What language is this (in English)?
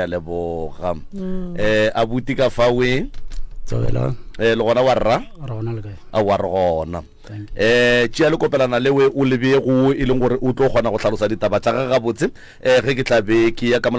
Northern Sotho